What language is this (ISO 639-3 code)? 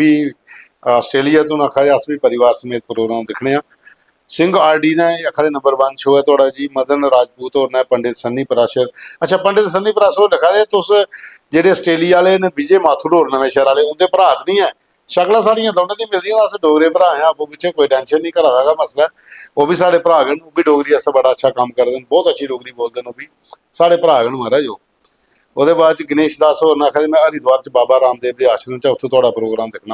doi